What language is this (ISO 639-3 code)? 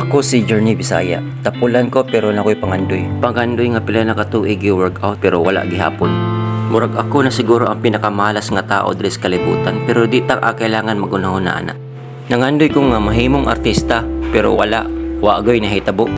ceb